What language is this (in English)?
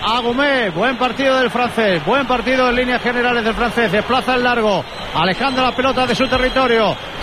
Spanish